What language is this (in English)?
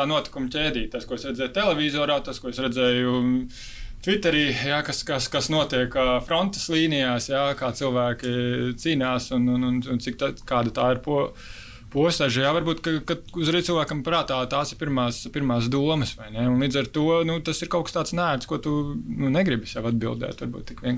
Latvian